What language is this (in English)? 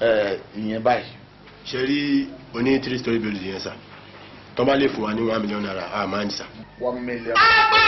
Yoruba